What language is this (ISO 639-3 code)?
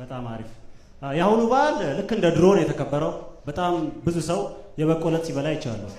amh